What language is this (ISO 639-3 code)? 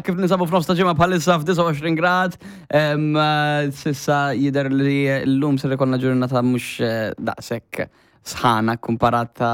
mlt